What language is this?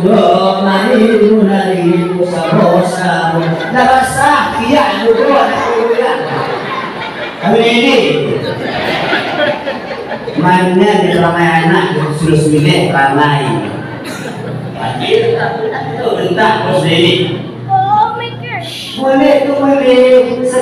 Malay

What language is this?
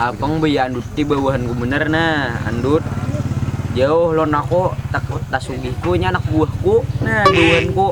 Banjar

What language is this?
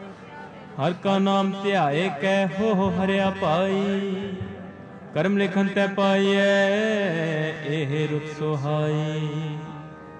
Punjabi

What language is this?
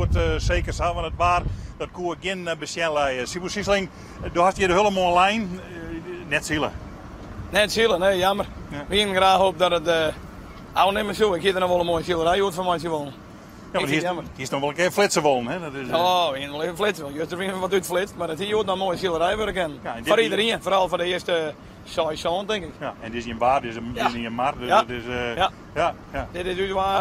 Western Frisian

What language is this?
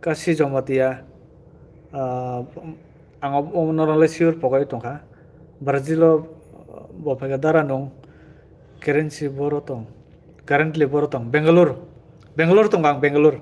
Kok Borok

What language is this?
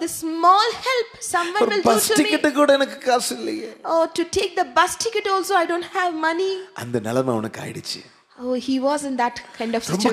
Tamil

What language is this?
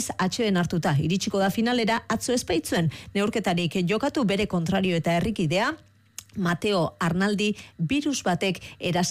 Basque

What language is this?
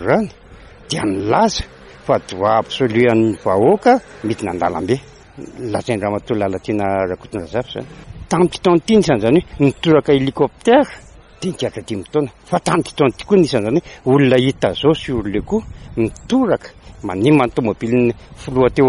Malagasy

